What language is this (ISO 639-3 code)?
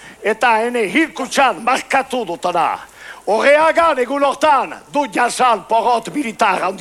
eus